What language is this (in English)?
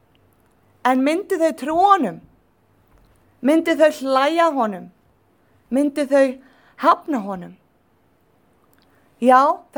Icelandic